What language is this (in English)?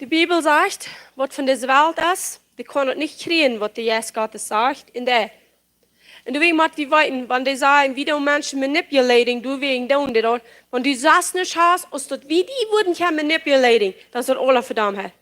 Plautdietsch